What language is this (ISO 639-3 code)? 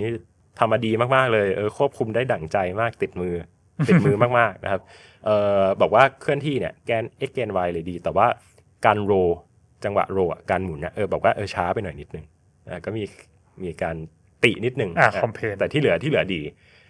tha